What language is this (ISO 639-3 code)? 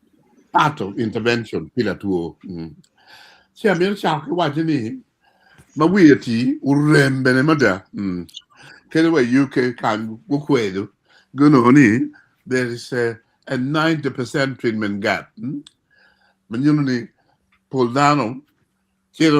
ach